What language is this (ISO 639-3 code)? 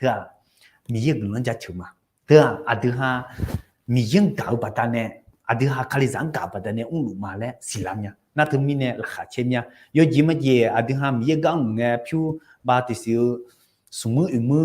ahk